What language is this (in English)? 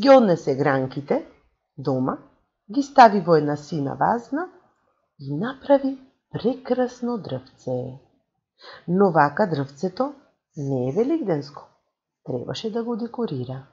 Macedonian